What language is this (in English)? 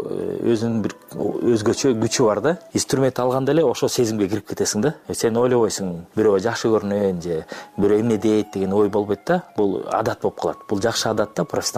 Kyrgyz